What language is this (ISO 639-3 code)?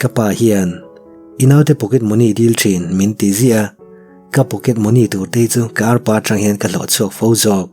lus